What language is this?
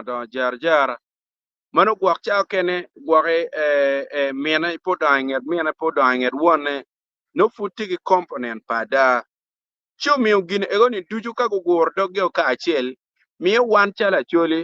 Acoli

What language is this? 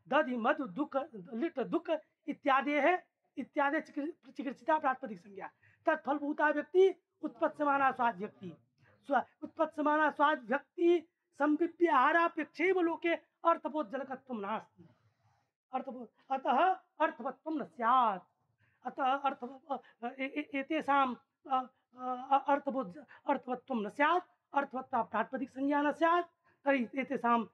Sanskrit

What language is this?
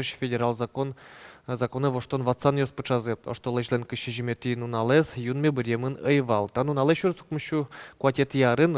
Udmurt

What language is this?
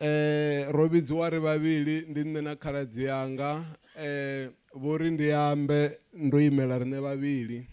Venda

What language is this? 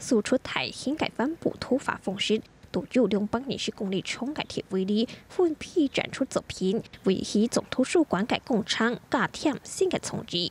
Hakka Chinese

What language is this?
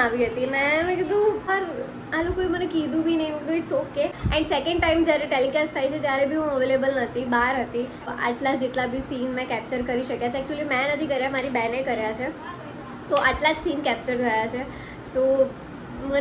Gujarati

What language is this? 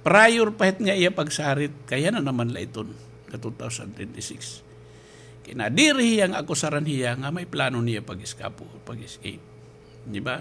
Waray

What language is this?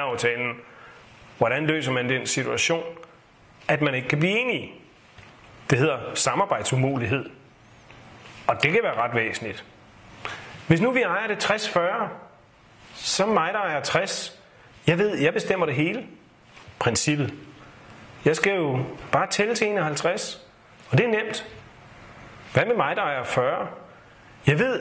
Danish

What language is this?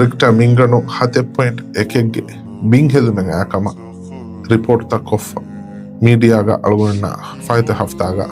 Divehi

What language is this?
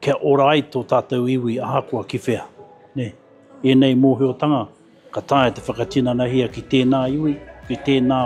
Māori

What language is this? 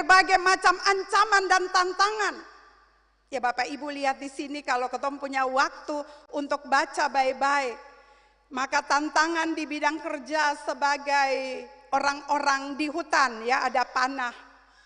Ambonese Malay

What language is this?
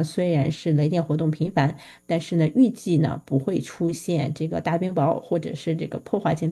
Chinese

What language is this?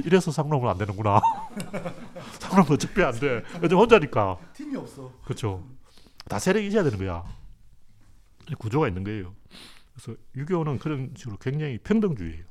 Korean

